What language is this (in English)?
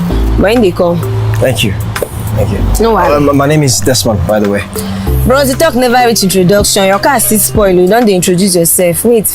Nigerian Pidgin